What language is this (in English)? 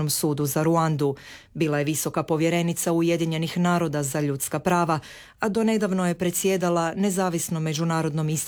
Croatian